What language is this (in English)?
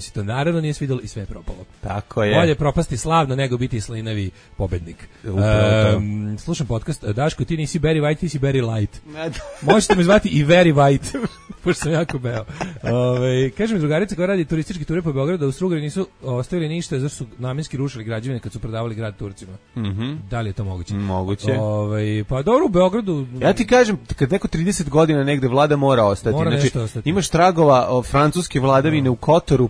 Serbian